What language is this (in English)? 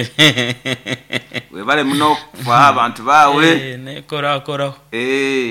Nyoro